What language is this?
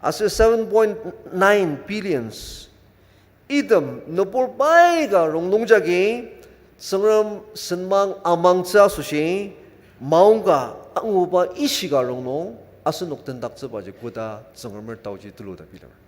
Ao Naga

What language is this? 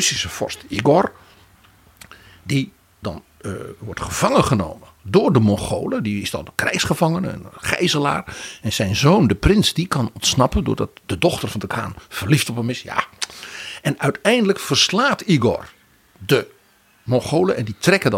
Dutch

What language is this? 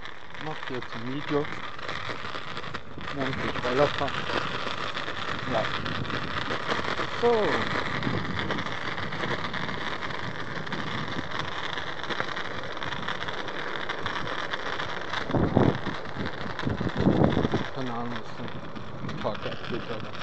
German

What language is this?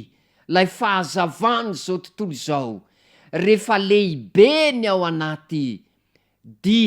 Malagasy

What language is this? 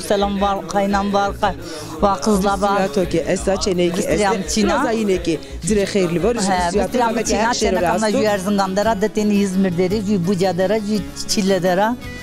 Zaza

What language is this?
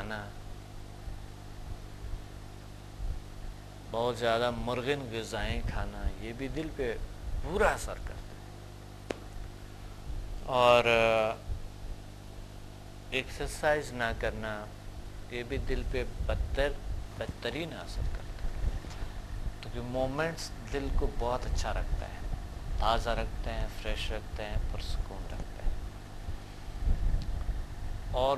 Urdu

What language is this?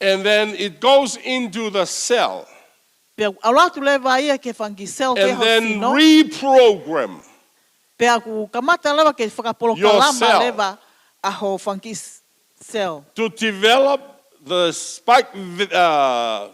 Tongan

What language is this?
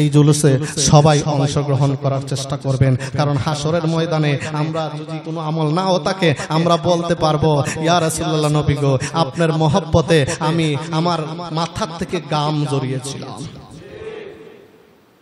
Bangla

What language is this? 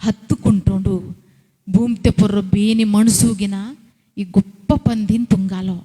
Koya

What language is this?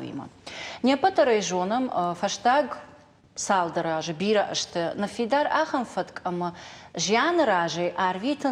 Ossetic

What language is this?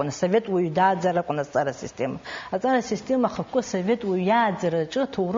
Abkhazian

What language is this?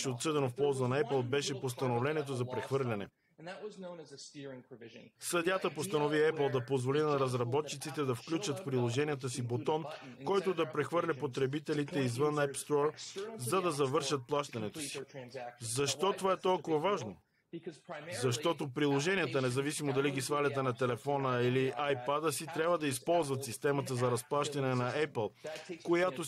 Bulgarian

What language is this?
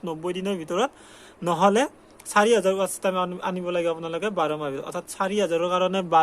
Assamese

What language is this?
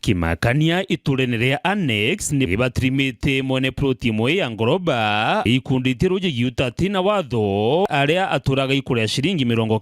Meru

